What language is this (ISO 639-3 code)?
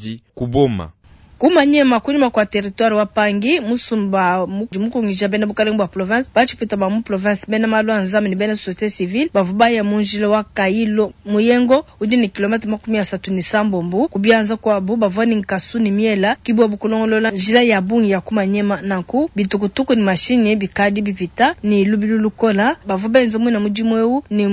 lua